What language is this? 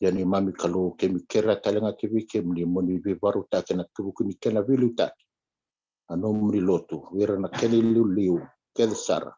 Fijian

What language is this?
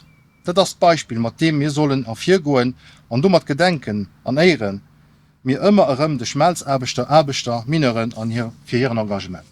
Luxembourgish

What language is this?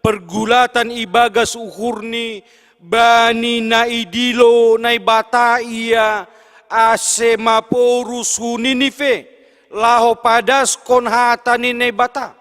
Batak Simalungun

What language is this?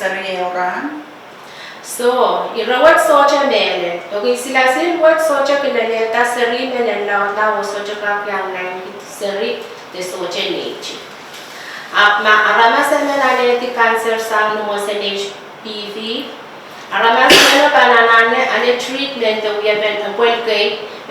Pohnpeian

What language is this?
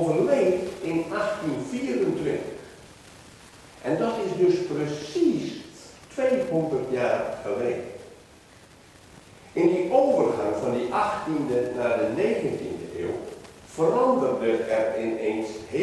Dutch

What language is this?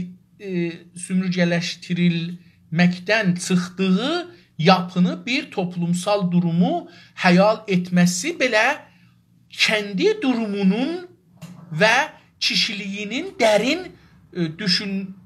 South Azerbaijani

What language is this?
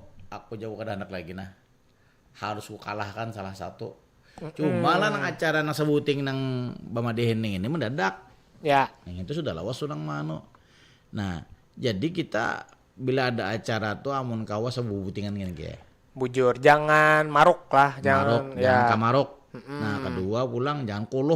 Banjar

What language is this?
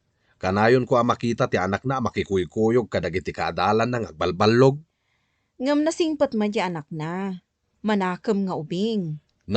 Iloko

